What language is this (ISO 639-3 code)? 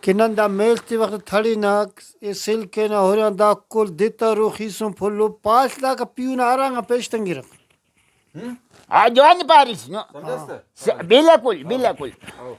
brh